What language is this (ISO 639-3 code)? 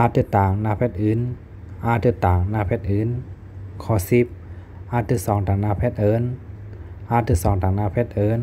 shn